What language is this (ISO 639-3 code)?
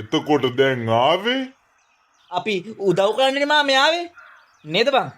sin